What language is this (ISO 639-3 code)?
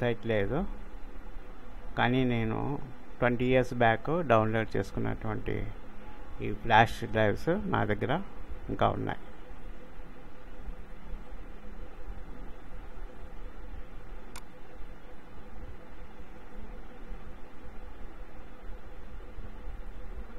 tel